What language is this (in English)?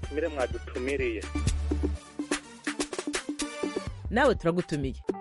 Kinyarwanda